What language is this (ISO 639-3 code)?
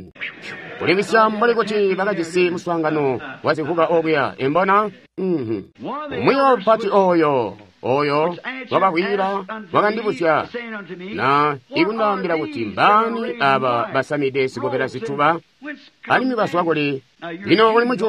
toi